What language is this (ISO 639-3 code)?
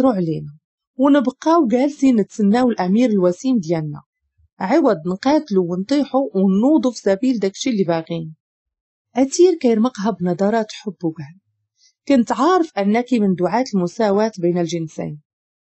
ary